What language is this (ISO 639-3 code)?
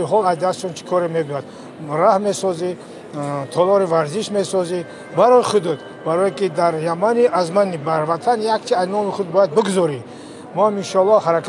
tgk